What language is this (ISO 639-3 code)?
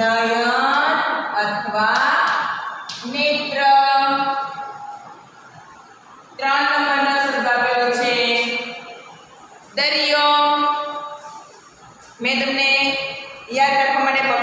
guj